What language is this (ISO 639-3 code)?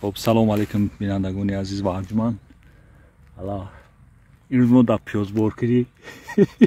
tgk